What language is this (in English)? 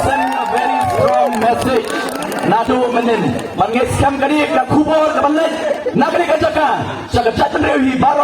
Khasi